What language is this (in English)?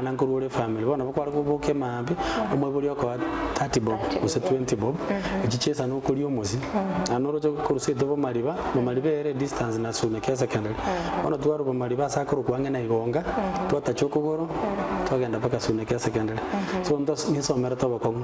Gusii